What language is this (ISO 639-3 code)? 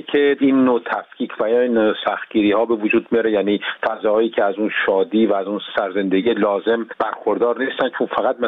fas